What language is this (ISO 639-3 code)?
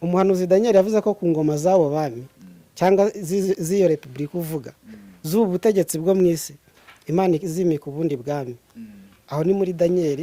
kin